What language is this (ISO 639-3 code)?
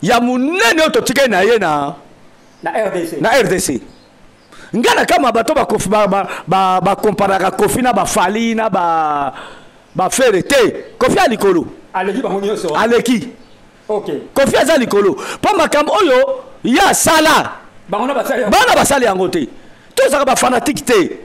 lin